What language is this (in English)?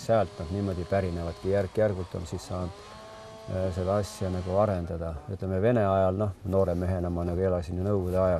Estonian